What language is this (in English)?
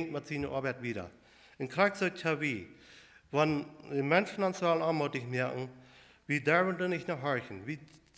Plautdietsch